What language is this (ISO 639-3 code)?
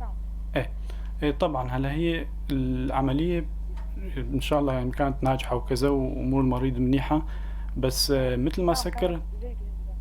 apc